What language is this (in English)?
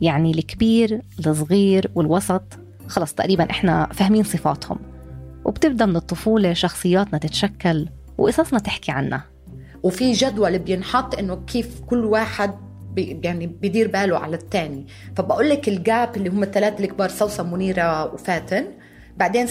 North Levantine Arabic